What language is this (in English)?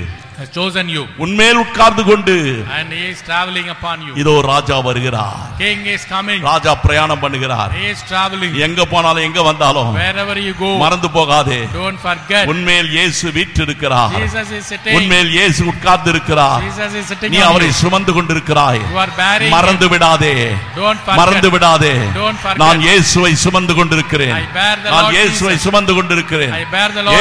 Tamil